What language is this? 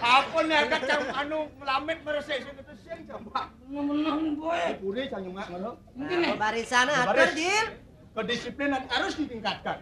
Balinese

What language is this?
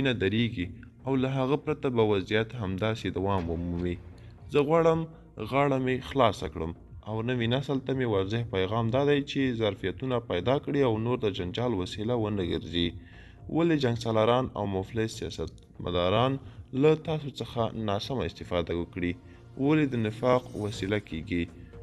Pashto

